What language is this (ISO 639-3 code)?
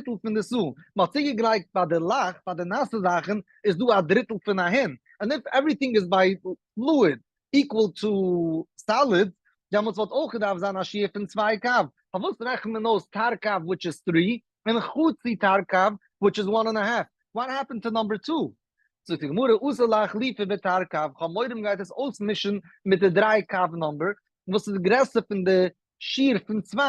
yid